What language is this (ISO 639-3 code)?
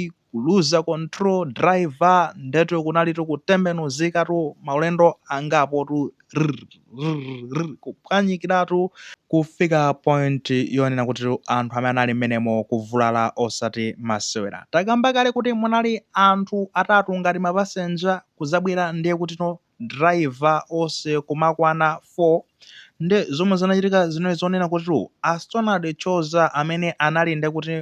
nya